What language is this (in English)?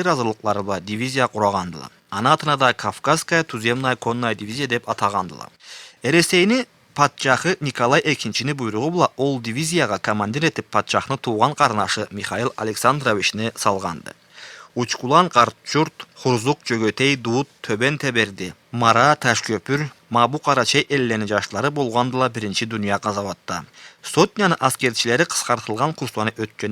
Karachay-Balkar